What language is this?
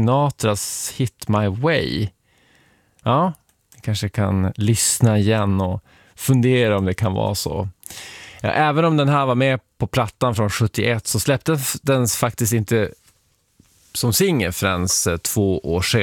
Swedish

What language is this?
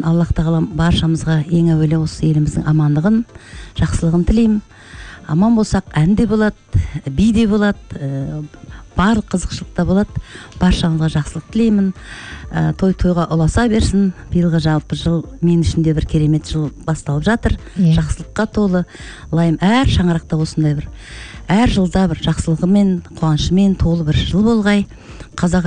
Kazakh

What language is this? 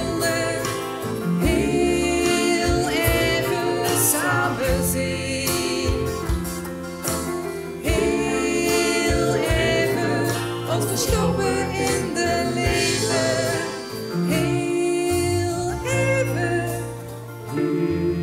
Dutch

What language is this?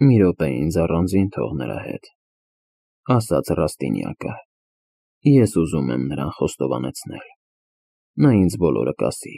Armenian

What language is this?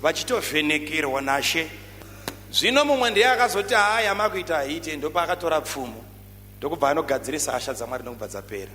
Shona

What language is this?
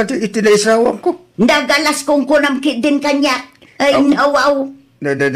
Iloko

